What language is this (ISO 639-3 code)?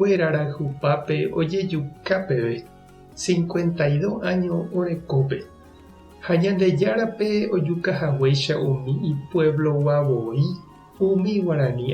grn